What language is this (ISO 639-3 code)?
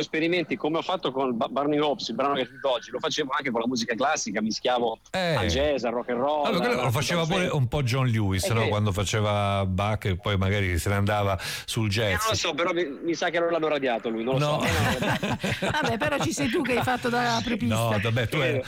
ita